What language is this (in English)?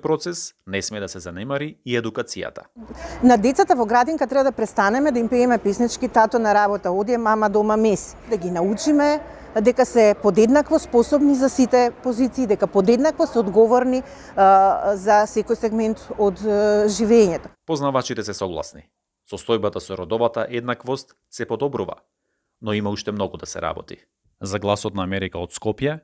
Macedonian